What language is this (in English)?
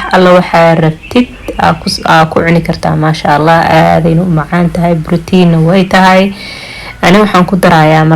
Somali